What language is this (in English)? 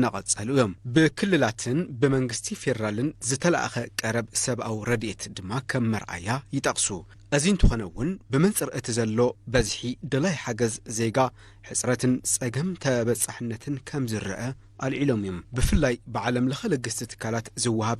Tigrinya